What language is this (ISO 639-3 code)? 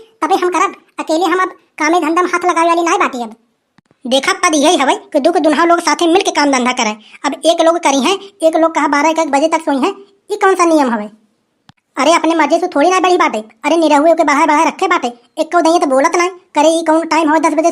awa